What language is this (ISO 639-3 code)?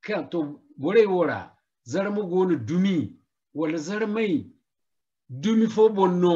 dje